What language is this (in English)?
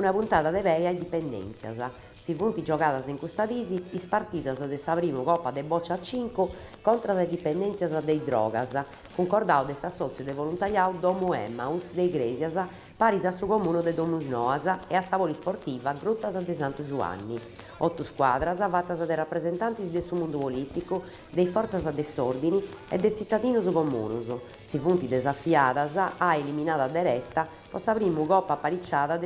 Sardinian